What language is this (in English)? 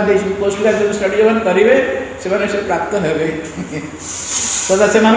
Odia